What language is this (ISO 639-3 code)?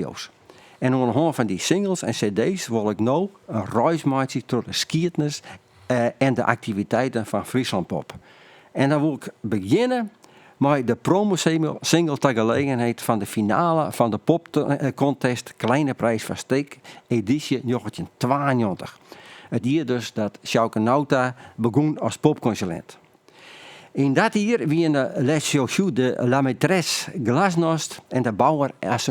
fry